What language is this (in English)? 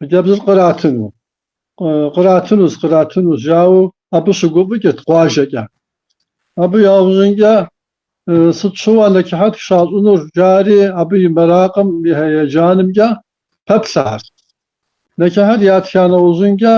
Kabardian